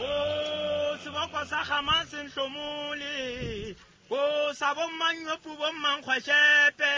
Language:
Southern Sotho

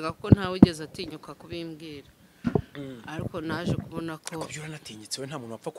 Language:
Kinyarwanda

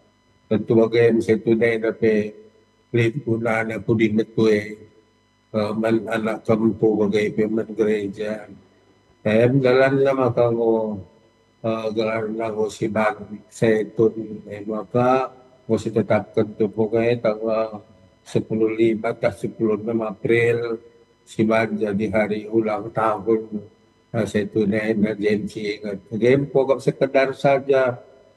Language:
Batak Karo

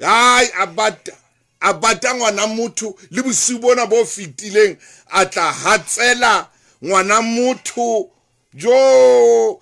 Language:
Southern Sotho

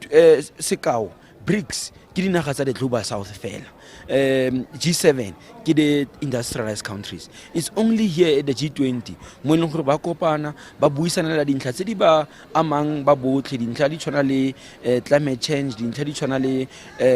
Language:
Tswana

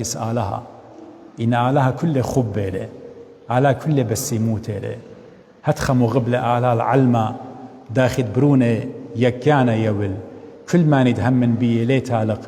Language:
Assyrian Neo-Aramaic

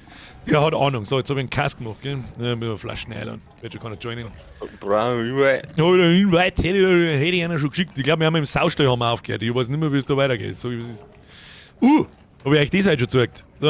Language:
Bavarian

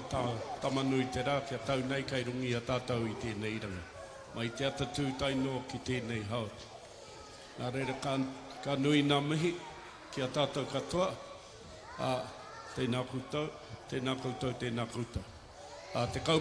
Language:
Māori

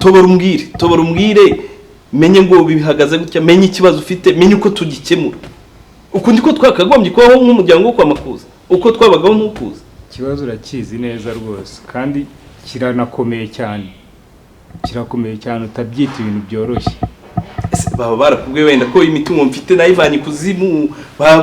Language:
Kinyarwanda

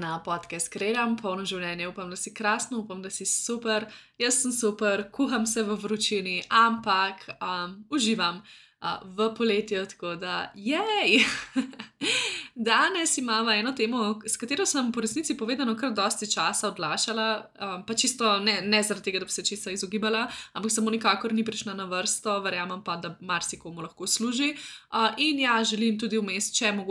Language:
Slovenian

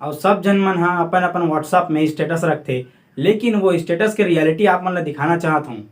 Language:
Chhattisgarhi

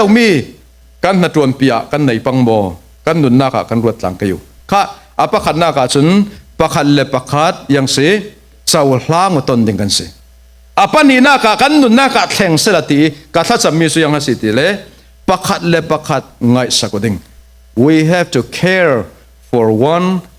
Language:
Falam Chin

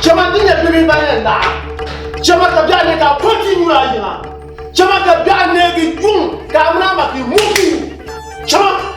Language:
Dagbani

